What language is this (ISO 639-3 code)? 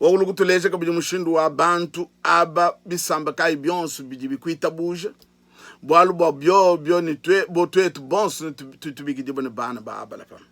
lua